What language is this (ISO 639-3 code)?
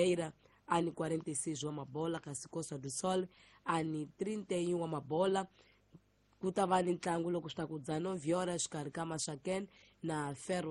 tso